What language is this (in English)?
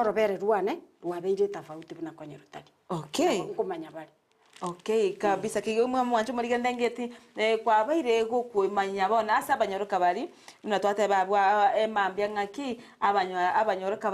Gusii